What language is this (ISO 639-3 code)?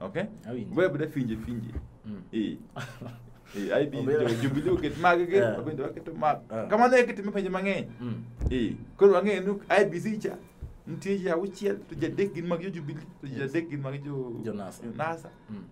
luo